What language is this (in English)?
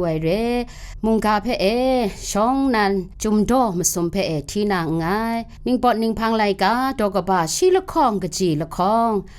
Kachin